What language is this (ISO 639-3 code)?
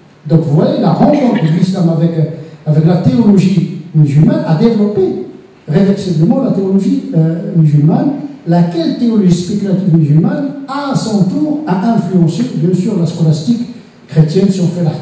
fra